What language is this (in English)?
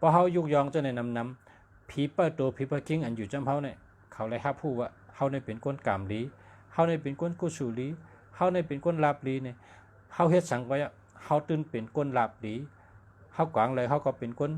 Shan